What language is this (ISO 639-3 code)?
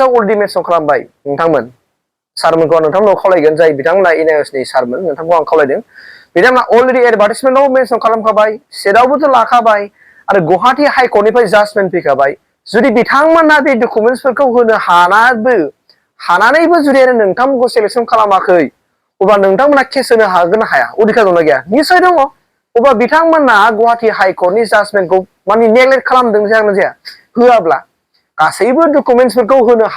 brx